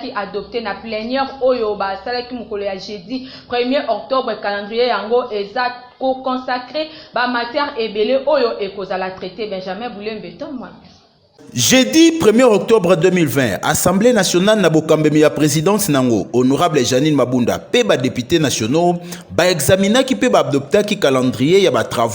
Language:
Lingala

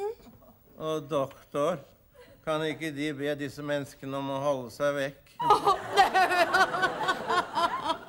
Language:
Norwegian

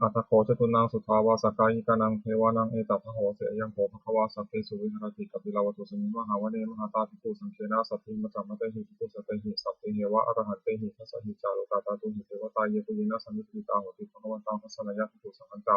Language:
Pali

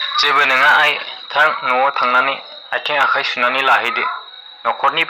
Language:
Bodo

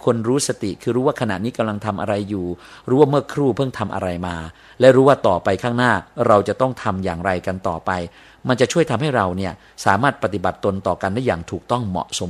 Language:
Thai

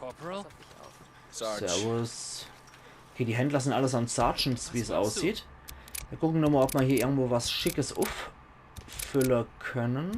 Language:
Palatine German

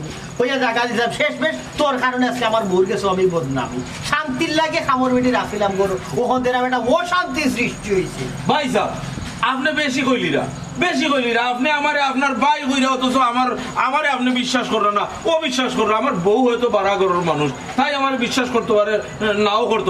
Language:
Sylheti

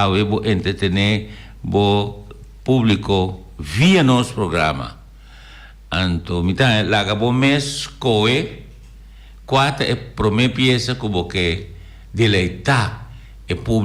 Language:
Papiamento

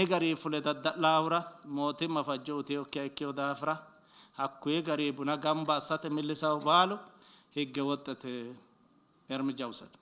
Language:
Sidamo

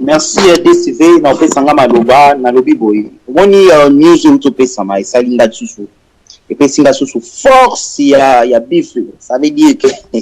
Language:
Lingala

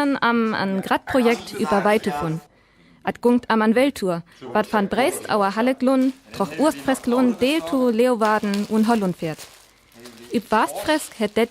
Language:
Northern Frisian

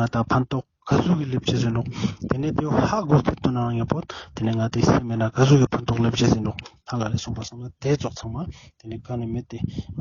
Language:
Ladakhi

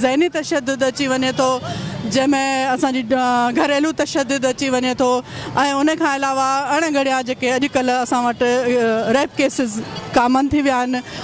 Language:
Sindhi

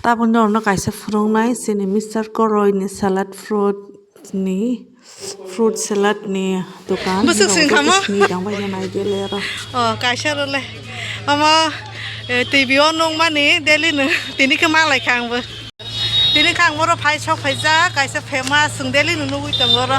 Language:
Kok Borok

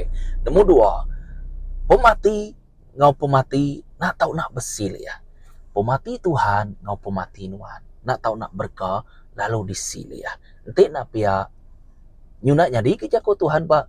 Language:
Iban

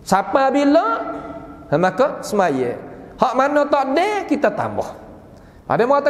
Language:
Malay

